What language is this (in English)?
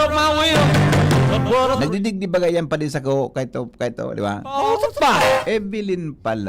Bikol